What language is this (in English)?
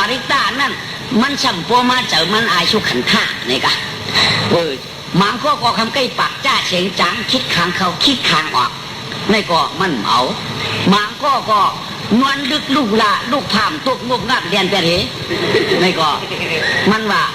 Shan